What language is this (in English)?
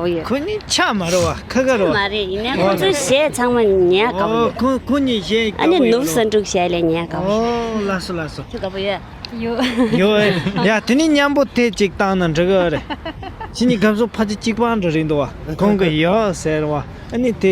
Tibetan